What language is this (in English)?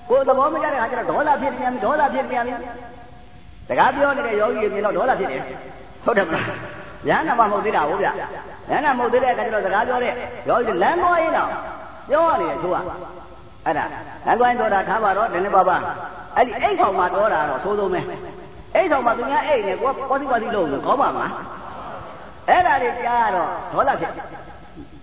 Burmese